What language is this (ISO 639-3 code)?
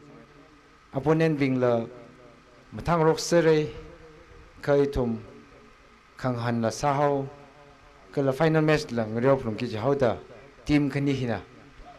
nmf